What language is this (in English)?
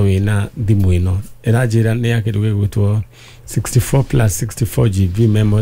Kikuyu